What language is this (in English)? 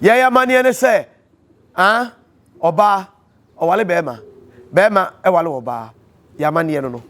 Akan